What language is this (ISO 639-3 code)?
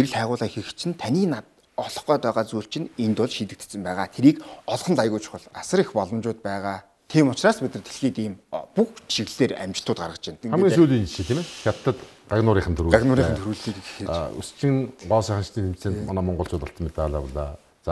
mon